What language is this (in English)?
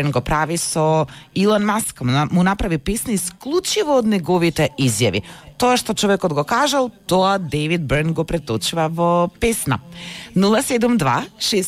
Macedonian